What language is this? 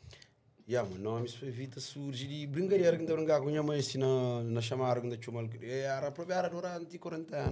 Kabuverdianu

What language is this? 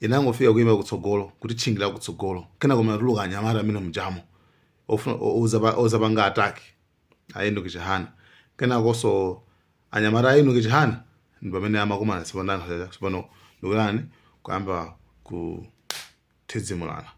Nyanja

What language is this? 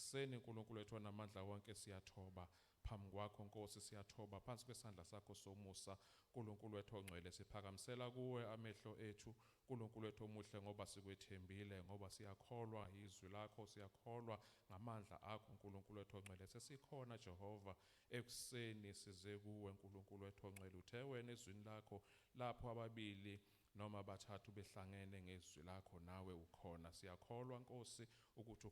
Zulu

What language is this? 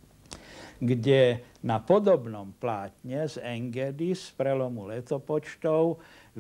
Slovak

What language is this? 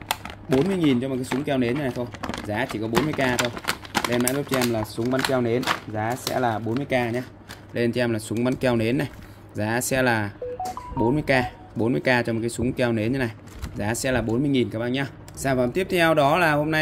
Vietnamese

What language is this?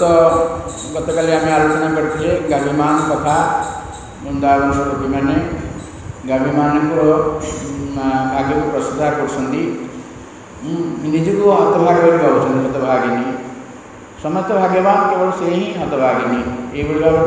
Odia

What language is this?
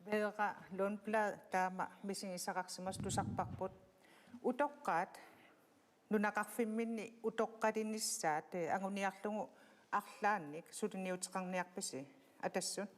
Kalaallisut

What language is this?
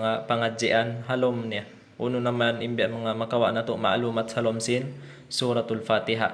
Tausug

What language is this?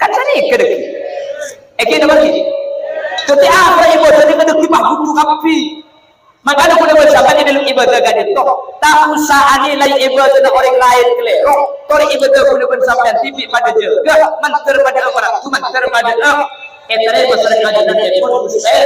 Madurese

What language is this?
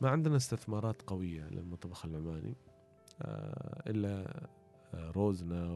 Gulf Arabic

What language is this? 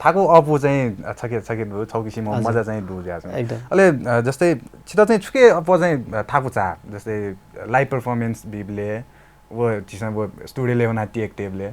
Newari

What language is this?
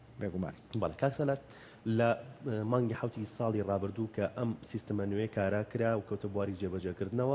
Central Kurdish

